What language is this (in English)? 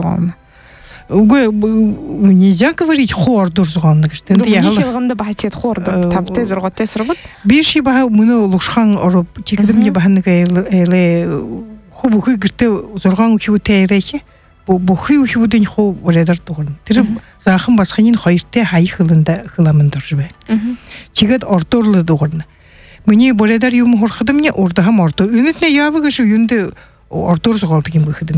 Buriat